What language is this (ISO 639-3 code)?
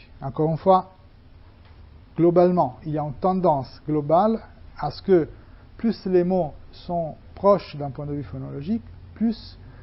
fra